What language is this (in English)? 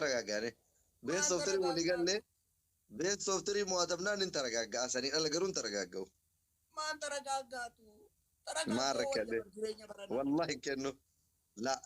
Oromo